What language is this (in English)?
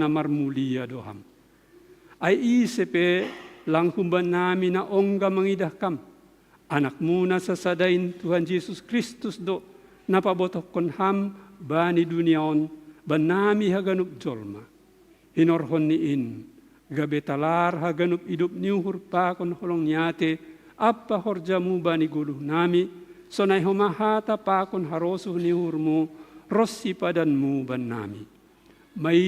Batak Simalungun